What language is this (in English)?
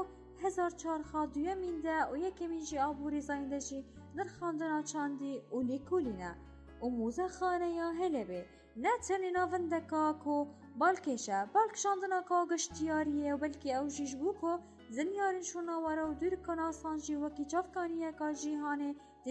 Kurdish